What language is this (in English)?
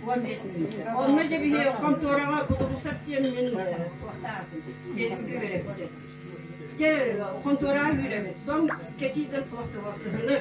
Yakut